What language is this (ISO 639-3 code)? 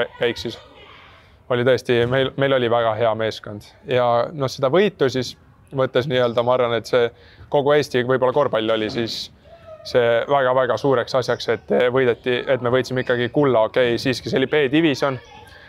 est